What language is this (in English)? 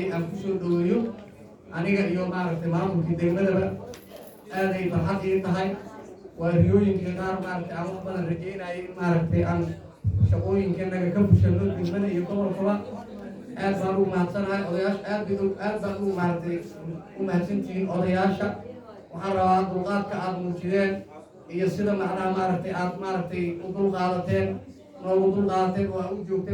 Somali